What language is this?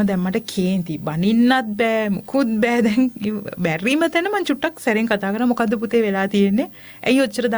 Sinhala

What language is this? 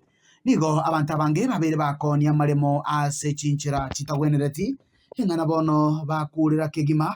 Gusii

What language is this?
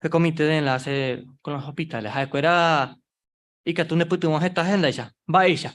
Guarani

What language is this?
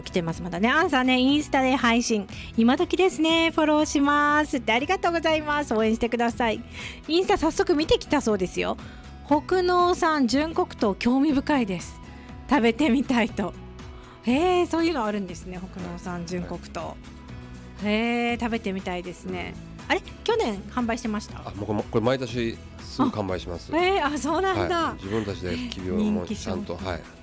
Japanese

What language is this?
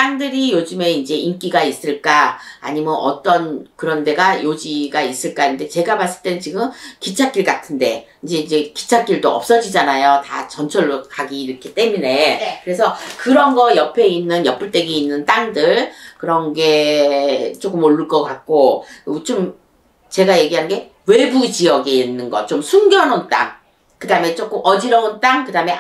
Korean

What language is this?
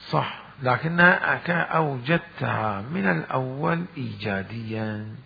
Mesopotamian Arabic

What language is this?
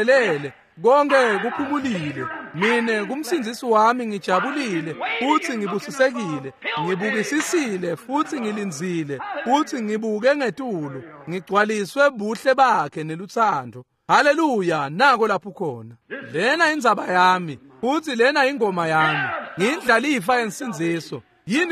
Swati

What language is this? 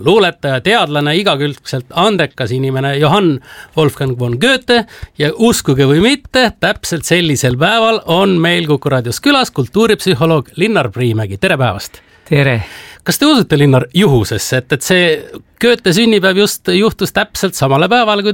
Estonian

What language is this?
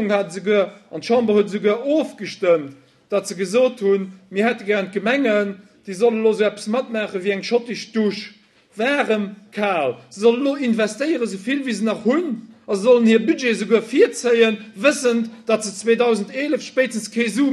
Luxembourgish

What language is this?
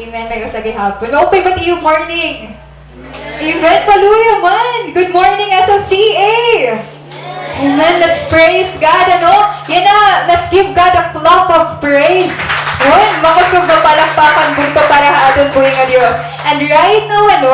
Waray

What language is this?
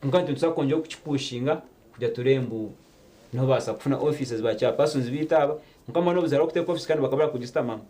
Nyankole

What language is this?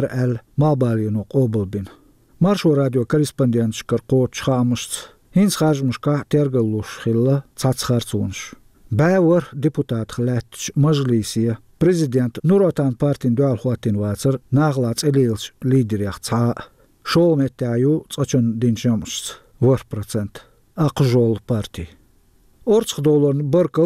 Chechen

